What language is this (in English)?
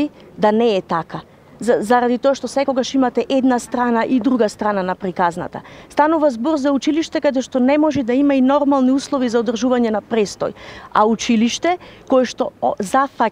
Macedonian